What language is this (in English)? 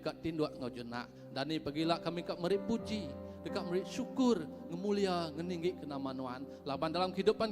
Iban